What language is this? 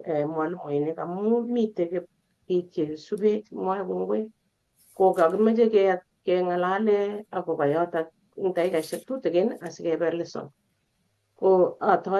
Kalenjin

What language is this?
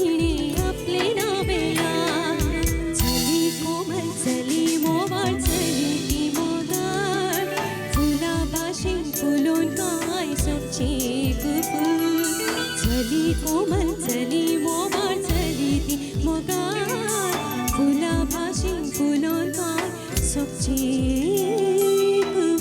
Konkani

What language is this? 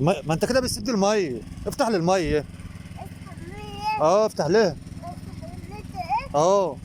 Egyptian Arabic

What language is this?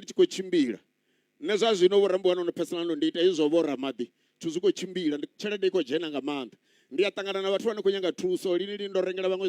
Venda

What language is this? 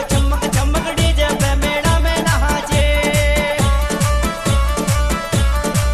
Bhojpuri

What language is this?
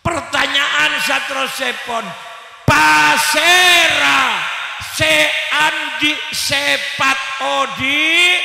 Madurese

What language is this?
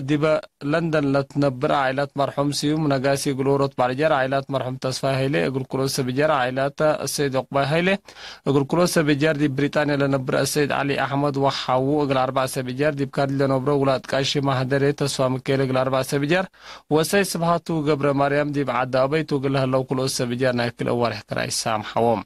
Tigre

